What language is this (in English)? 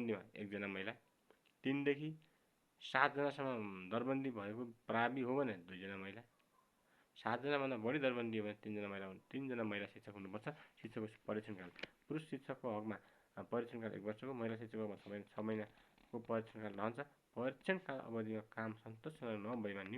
Nepali